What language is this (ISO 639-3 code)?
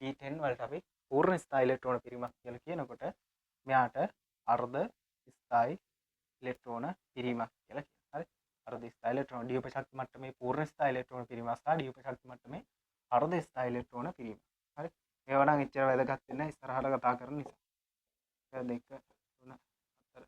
sin